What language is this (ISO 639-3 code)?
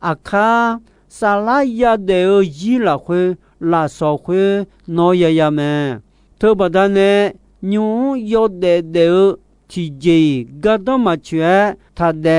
ahk